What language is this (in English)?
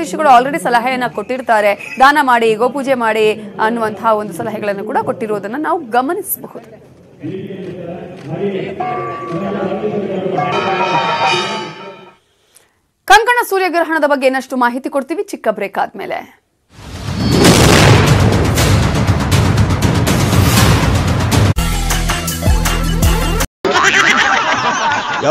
Kannada